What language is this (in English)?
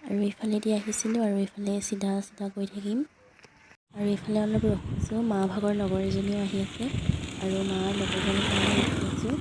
Assamese